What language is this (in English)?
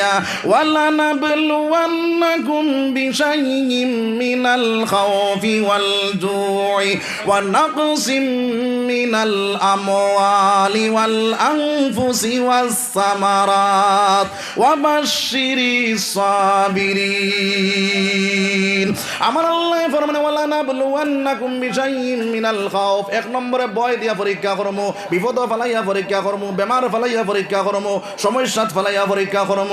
Sylheti